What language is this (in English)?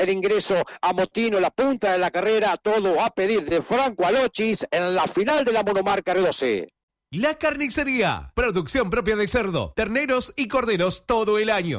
Spanish